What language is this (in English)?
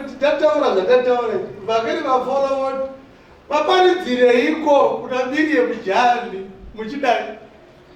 Shona